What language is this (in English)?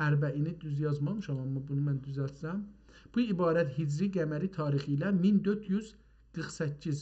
South Azerbaijani